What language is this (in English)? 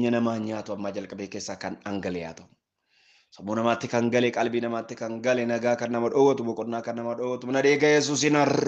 Oromo